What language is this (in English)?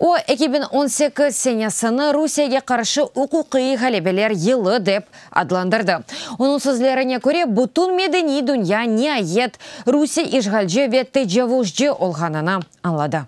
Crimean Tatar